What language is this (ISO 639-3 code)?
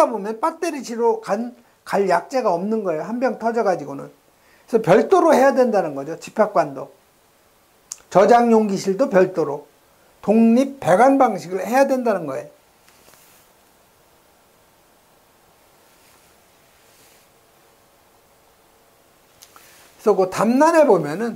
kor